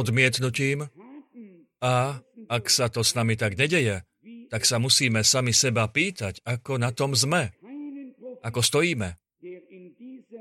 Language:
Slovak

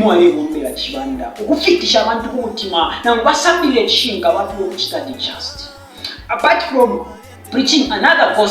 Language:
Bemba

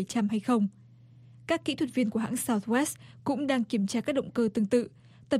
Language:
Vietnamese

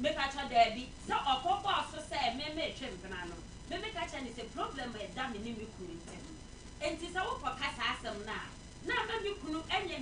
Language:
Akan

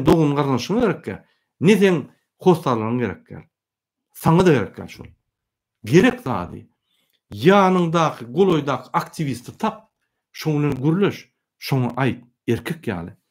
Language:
Turkmen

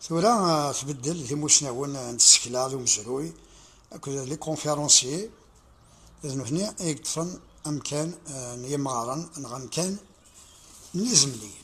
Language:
Kabyle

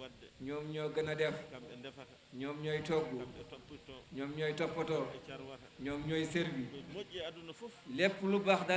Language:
Fula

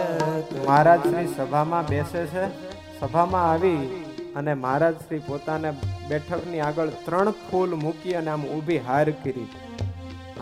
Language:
Gujarati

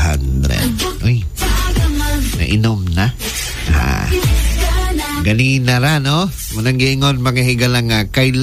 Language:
Cebuano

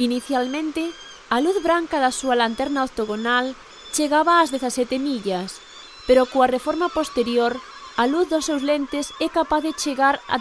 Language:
Galician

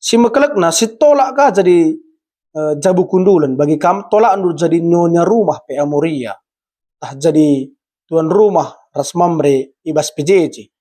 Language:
Batak Karo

